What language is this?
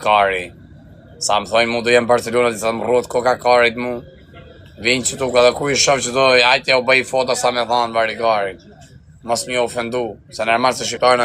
Albanian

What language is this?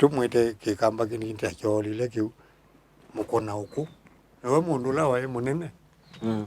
Kamba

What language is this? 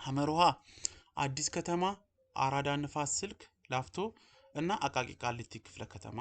Amharic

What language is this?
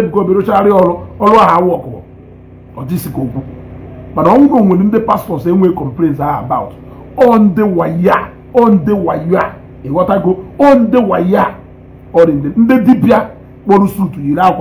Igbo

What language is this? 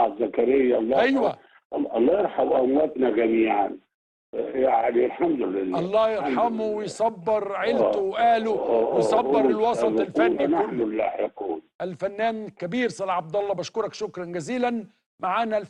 Egyptian Arabic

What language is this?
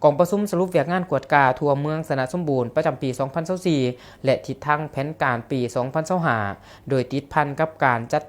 Lao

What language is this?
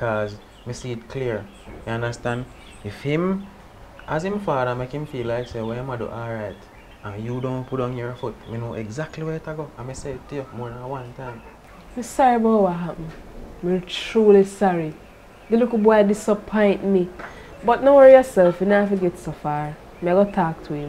Jamaican Creole English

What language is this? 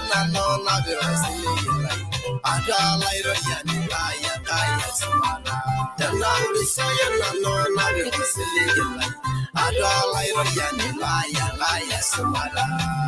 Masai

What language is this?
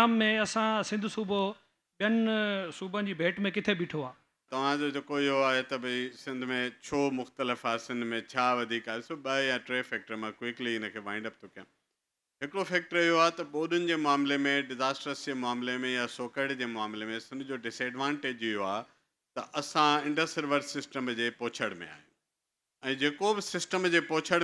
Sindhi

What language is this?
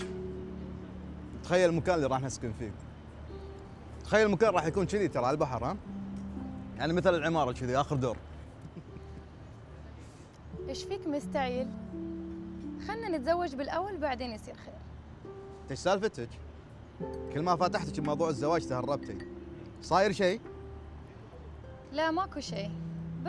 Gulf Arabic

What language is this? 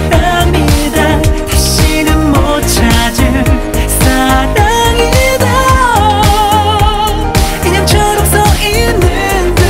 Korean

